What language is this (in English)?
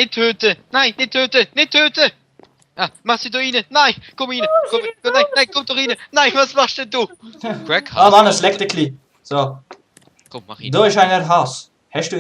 Swiss German